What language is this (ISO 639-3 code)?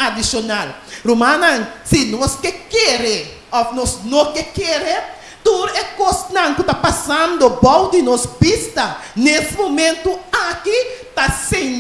pap